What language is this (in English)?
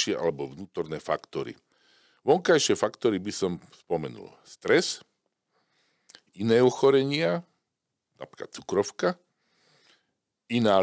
Slovak